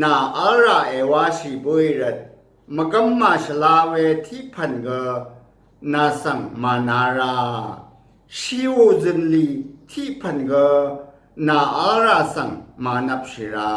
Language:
Rawang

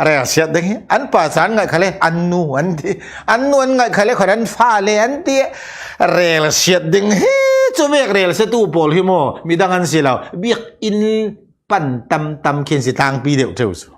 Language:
Falam Chin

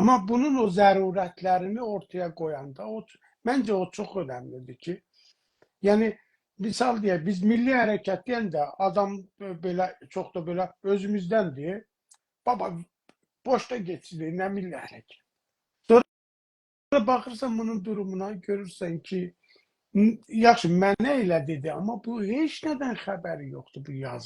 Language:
South Azerbaijani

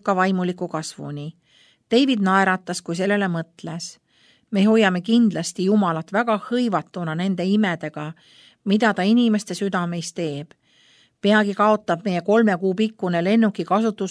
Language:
Estonian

